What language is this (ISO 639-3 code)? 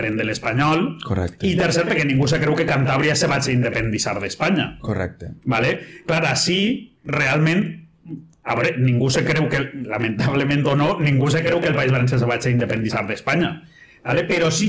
cat